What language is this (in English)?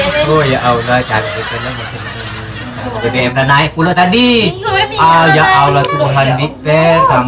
Musi